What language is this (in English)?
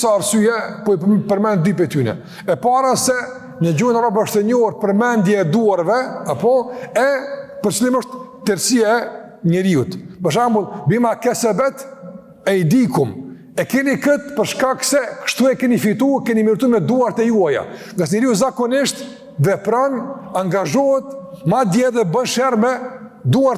Albanian